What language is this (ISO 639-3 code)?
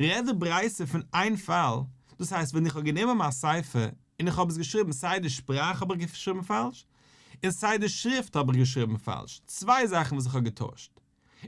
yid